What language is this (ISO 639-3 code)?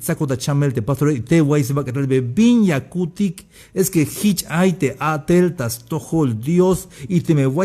tzh